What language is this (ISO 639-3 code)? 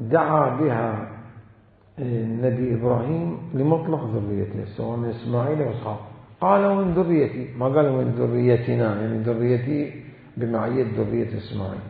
acm